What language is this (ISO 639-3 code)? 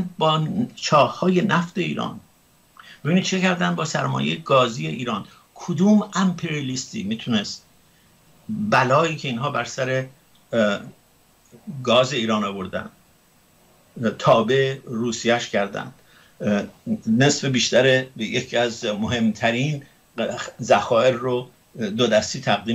fas